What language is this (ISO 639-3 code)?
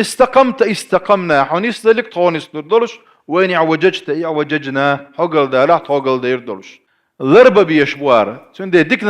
che